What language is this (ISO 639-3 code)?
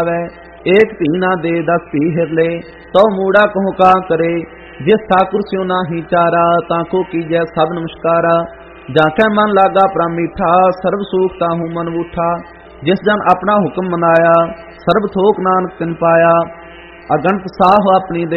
pan